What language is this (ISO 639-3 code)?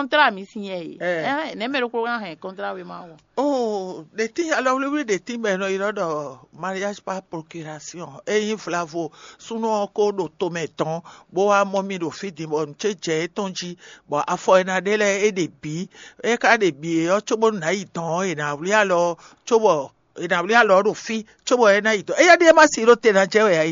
fon